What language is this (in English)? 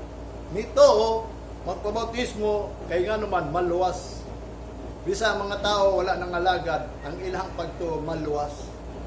Cebuano